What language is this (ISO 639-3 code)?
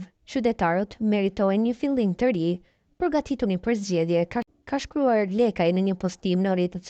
sqi